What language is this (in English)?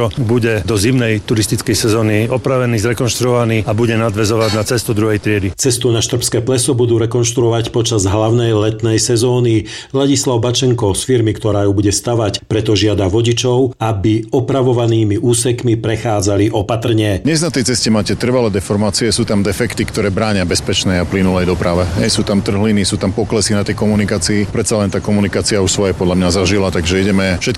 Slovak